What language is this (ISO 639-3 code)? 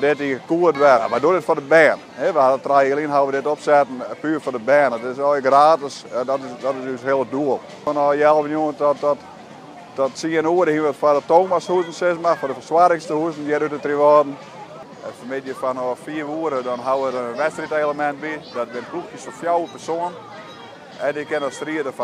fry